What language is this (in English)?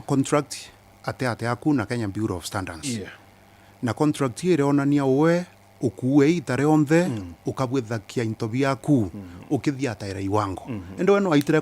Meru